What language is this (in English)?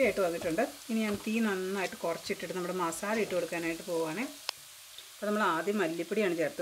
Malayalam